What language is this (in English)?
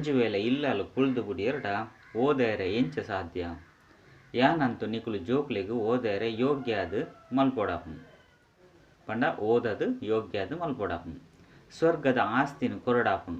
Tulu